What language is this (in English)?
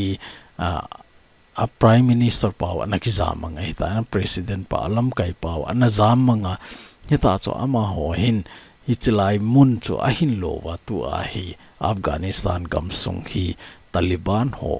Thado Chin